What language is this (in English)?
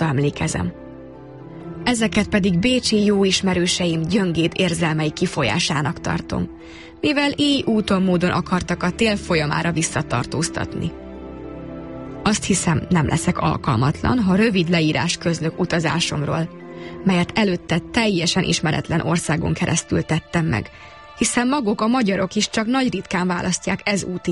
Hungarian